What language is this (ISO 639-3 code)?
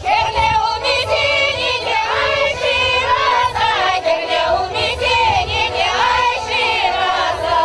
chv